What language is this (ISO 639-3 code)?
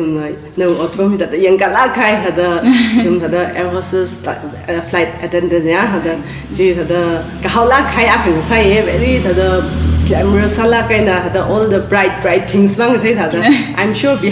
nmf